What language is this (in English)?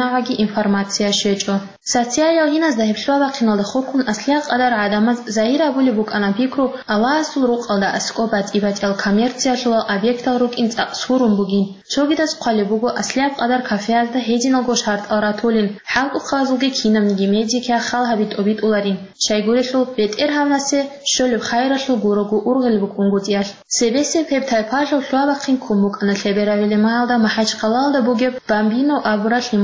Avaric